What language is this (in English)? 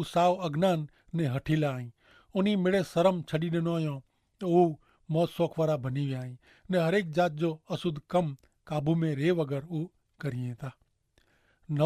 Kachhi